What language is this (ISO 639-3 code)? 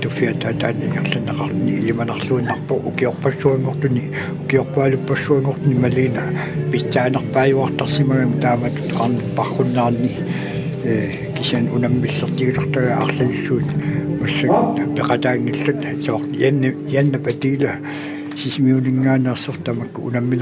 kal